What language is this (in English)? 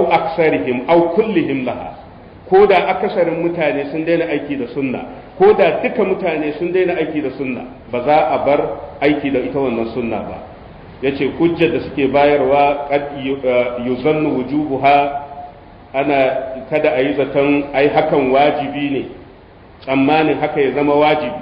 Hausa